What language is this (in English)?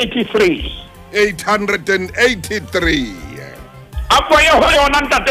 Southern Sotho